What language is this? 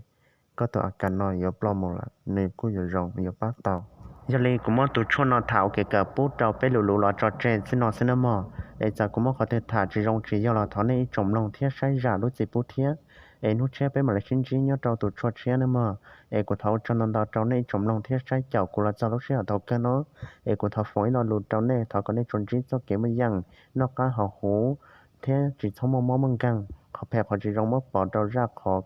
Hmong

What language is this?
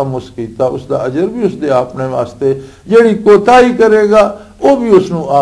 Western Panjabi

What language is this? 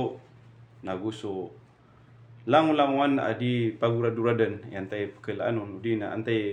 Maranao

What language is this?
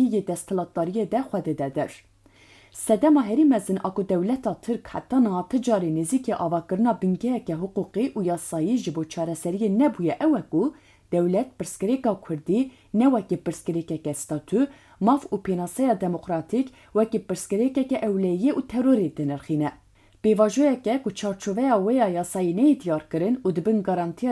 Kurdish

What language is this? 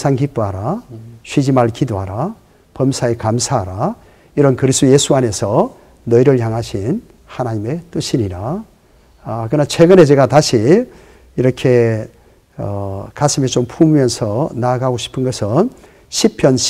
Korean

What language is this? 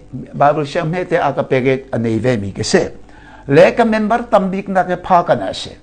Hakha Chin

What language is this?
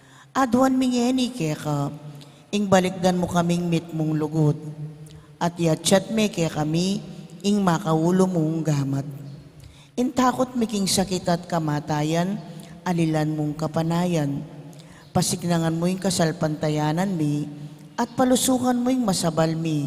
Pampanga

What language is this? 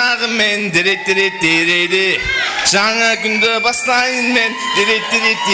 Kara-Kalpak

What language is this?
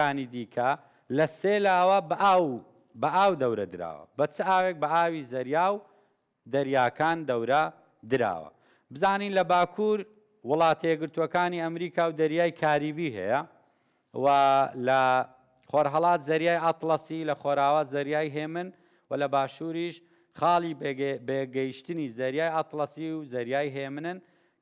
Central Kurdish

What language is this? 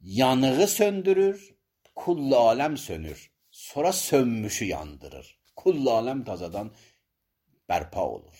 Azerbaijani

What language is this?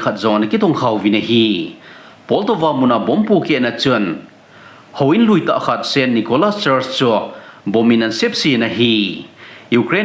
Thado Chin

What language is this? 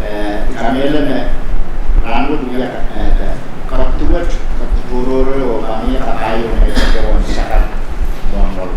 Pohnpeian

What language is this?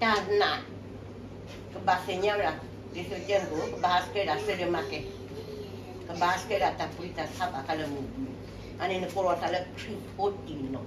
S'gaw Karen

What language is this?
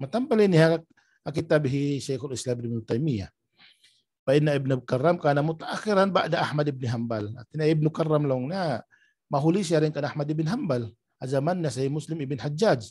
Tausug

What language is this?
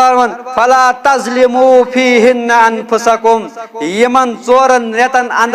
Kashmiri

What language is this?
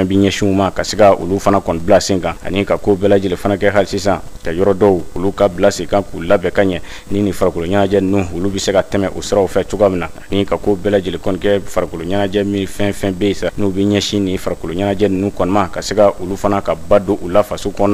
Bambara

